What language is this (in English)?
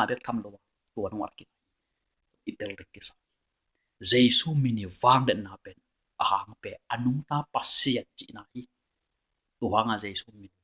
Tedim Chin